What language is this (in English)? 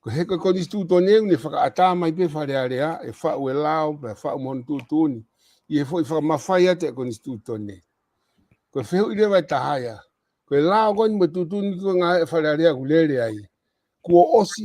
Tongan